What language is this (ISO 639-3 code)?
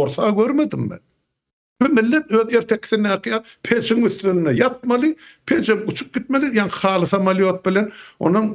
tuk